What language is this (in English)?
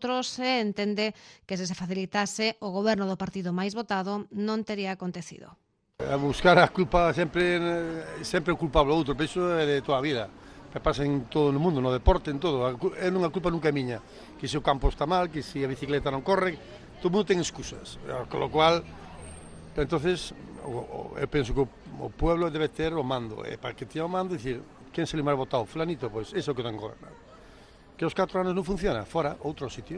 Galician